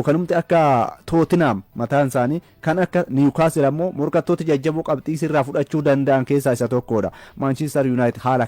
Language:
Oromo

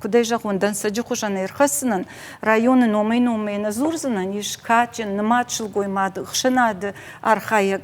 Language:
Ossetic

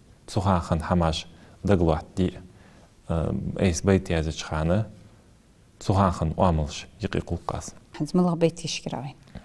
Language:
Ingush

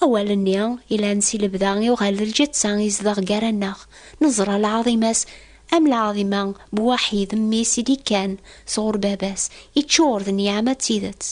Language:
Kabyle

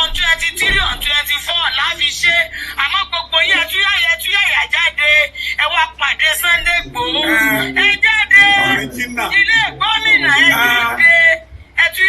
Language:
Yoruba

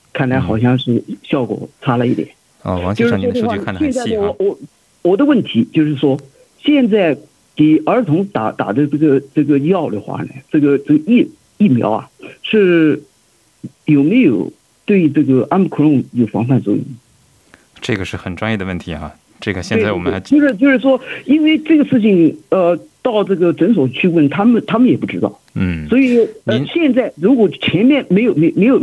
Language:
Chinese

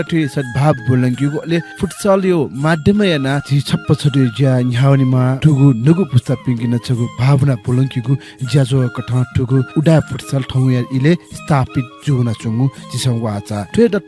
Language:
Newari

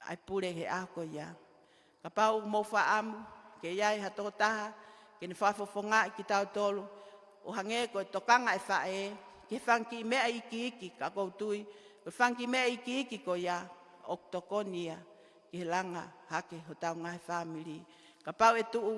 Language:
Tongan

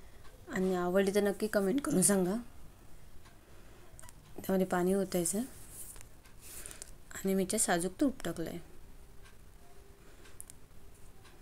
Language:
Marathi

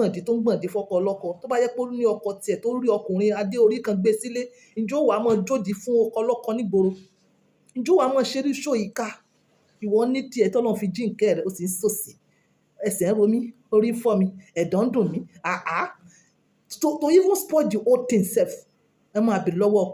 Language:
Yoruba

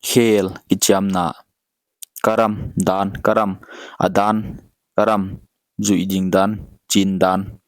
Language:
Paite Chin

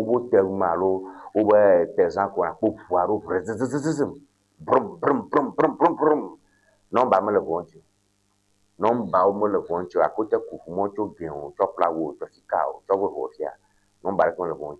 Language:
Ewe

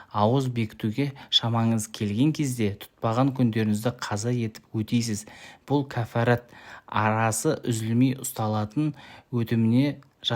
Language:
Kazakh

